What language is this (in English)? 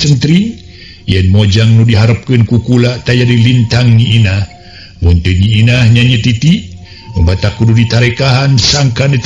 Sundanese